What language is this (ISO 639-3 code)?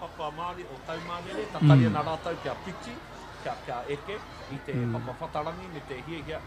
mri